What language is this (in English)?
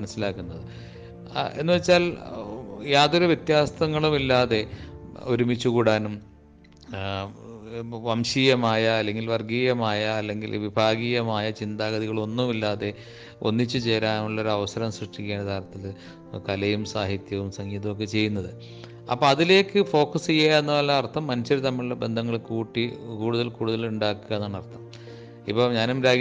Malayalam